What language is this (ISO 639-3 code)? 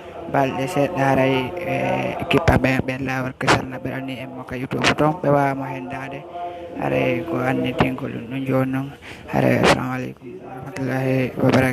fuf